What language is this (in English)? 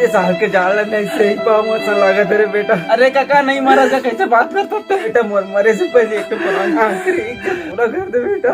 Chhattisgarhi